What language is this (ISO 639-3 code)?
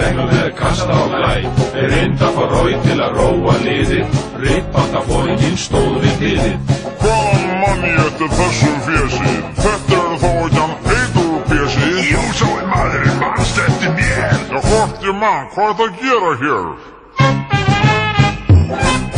isl